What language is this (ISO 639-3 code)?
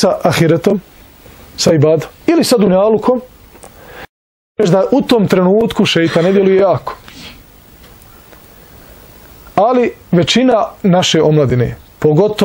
bos